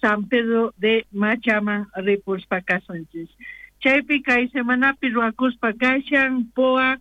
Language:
South Bolivian Quechua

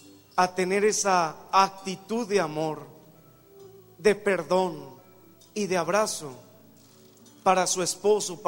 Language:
Spanish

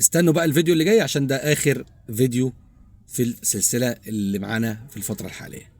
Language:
Egyptian Arabic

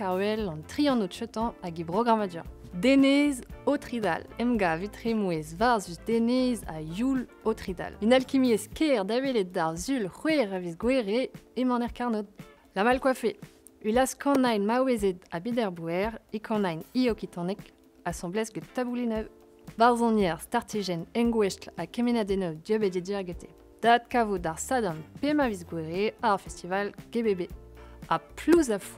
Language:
Breton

